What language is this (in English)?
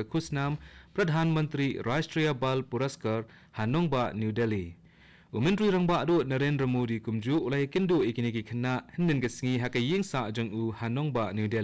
Khasi